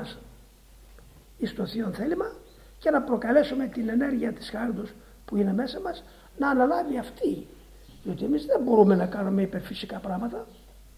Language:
Greek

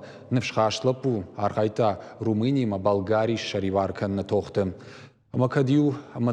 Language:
Ossetic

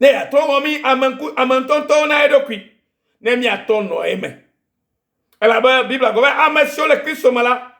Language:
Ewe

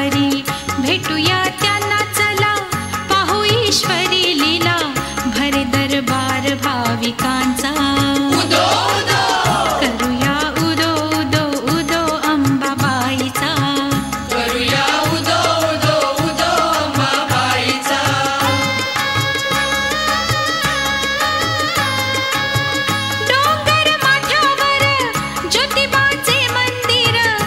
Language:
Marathi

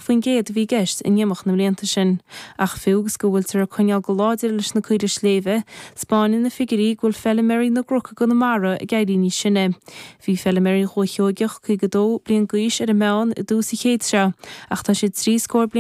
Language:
Irish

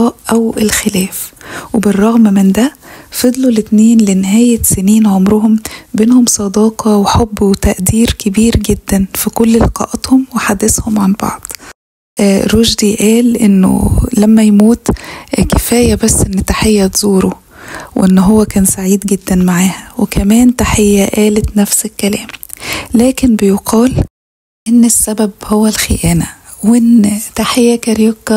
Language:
Egyptian Arabic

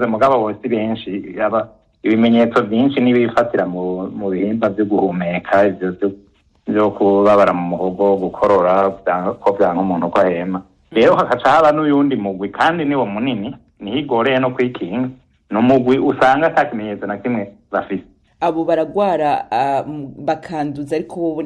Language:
Rundi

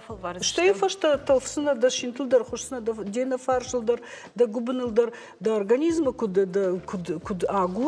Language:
Ossetic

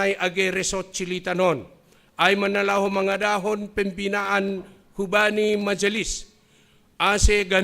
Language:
Batak Simalungun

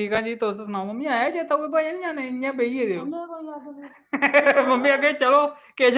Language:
Dogri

